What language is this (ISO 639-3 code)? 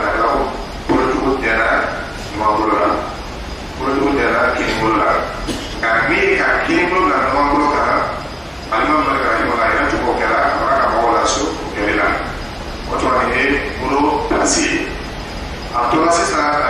dyu